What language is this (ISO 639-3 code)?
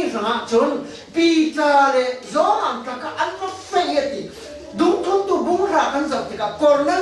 cfm